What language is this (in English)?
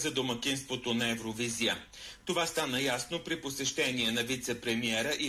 Bulgarian